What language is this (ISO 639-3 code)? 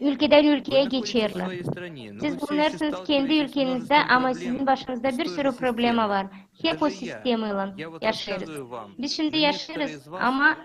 gag